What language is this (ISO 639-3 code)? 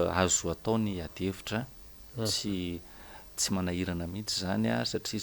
mlg